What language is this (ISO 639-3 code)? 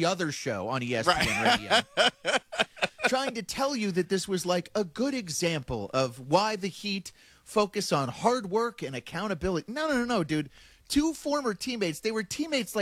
eng